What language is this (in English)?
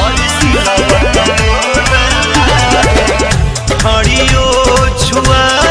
Bhojpuri